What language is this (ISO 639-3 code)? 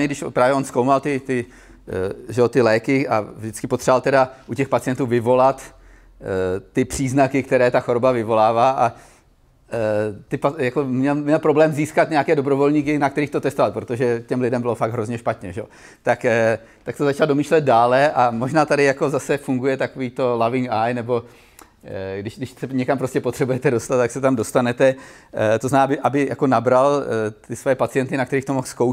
ces